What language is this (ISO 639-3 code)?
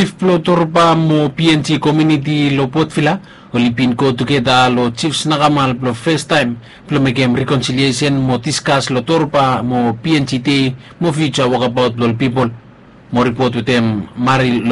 bis